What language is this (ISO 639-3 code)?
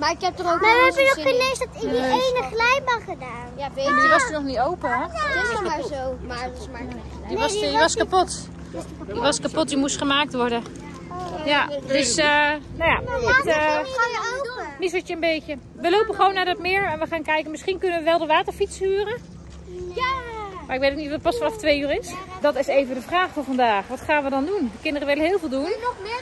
nld